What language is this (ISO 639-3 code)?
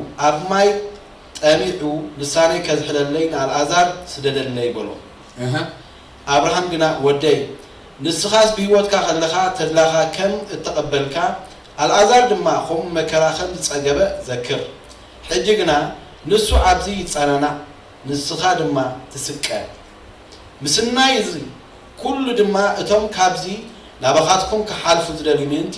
tir